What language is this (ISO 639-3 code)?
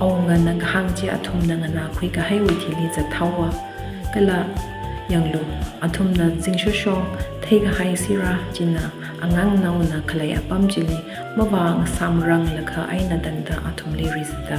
nmf